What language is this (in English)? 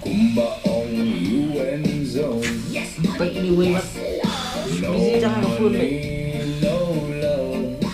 Khasi